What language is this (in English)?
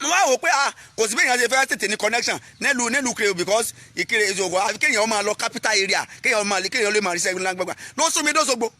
Yoruba